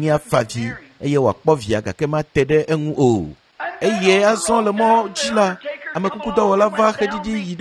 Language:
Ewe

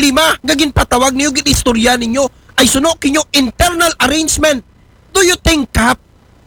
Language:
Aklanon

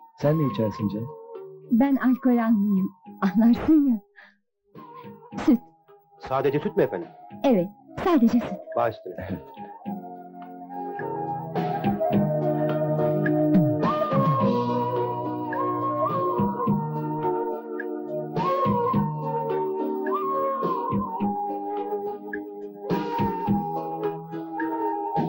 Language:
Turkish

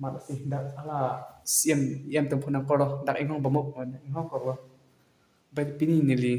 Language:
Karbi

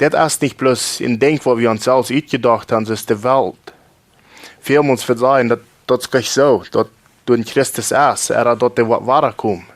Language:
Plautdietsch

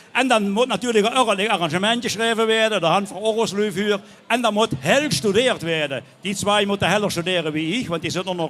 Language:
Limburgish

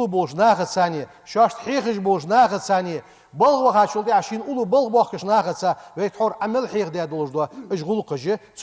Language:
Ingush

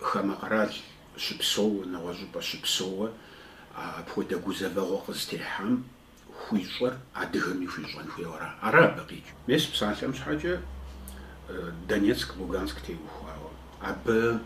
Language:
Kabardian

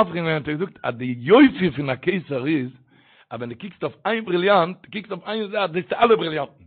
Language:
Yiddish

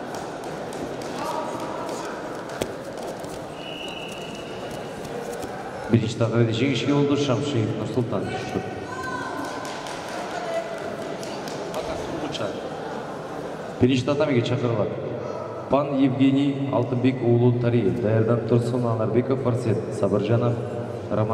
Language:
Kazakh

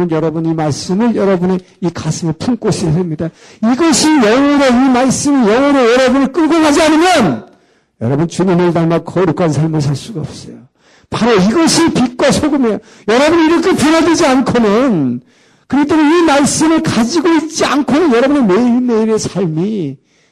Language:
Korean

